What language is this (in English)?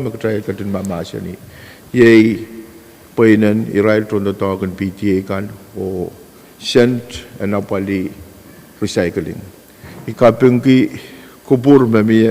Pohnpeian